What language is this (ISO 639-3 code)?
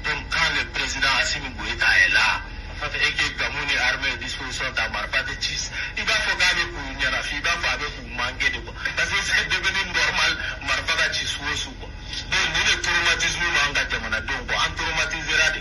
bam